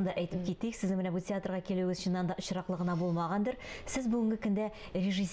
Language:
Tatar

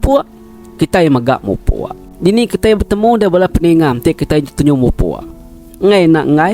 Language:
Iban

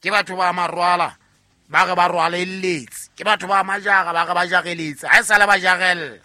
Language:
Southern Sotho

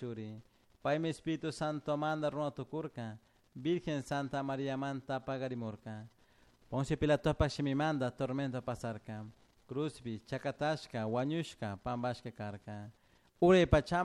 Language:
Chimborazo Highland Quichua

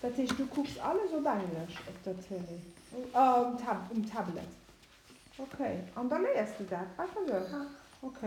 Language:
Luxembourgish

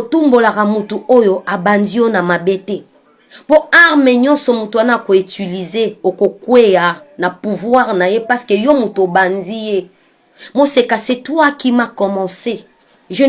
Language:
Lingala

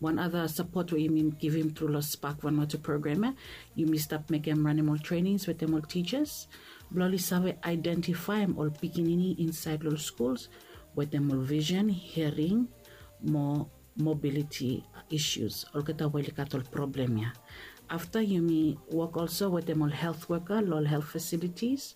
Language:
Bislama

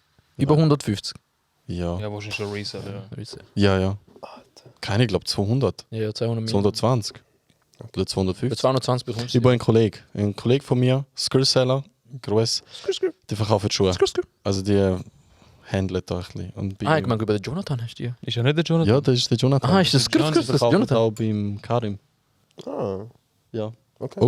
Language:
Swiss German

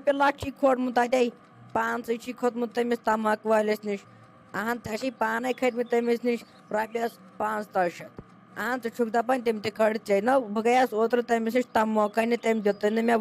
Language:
Kashmiri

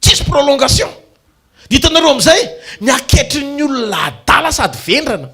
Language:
Malagasy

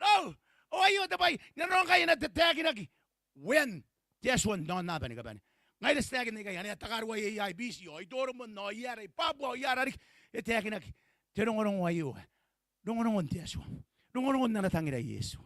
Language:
Gilbertese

